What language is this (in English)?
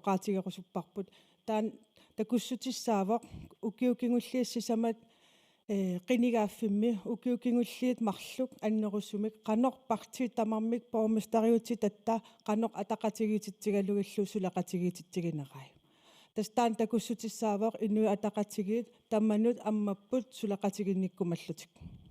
Kalaallisut